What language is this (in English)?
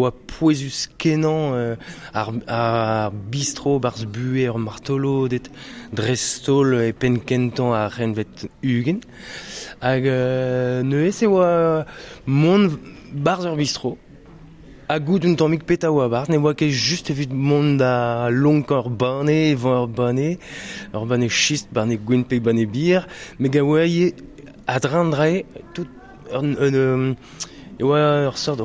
Breton